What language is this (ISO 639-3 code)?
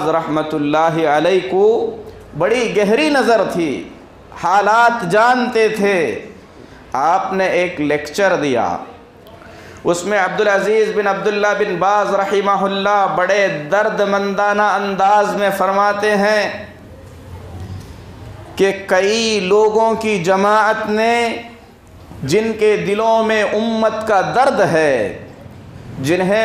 urd